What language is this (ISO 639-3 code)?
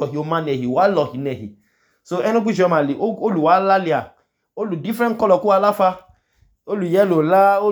idu